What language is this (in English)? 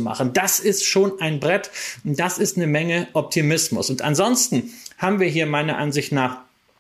German